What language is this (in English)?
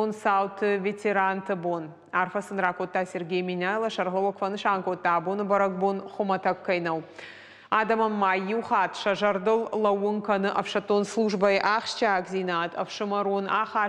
Ossetic